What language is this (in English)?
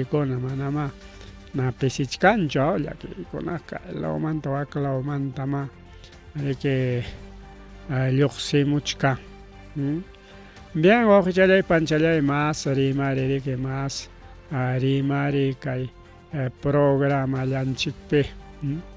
Ayacucho Quechua